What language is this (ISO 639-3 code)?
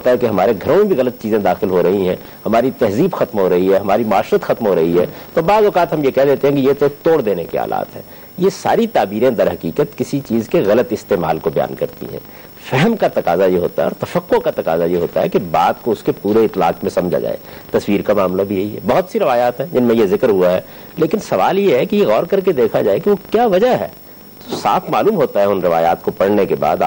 urd